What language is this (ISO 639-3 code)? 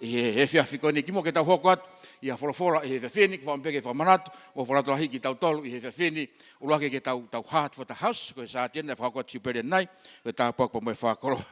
ton